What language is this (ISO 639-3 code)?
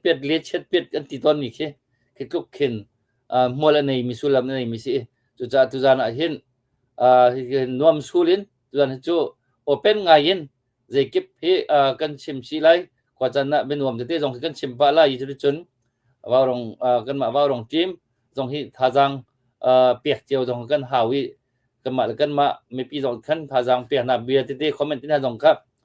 cnh